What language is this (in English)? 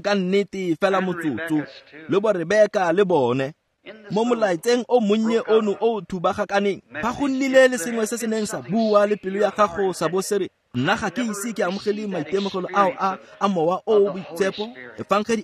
Tswana